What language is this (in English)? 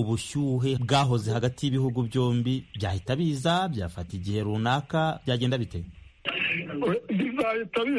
Kinyarwanda